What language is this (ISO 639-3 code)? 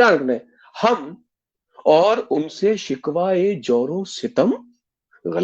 doi